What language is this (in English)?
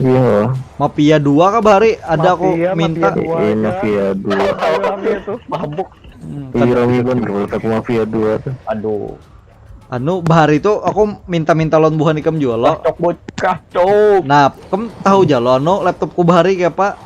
Banjar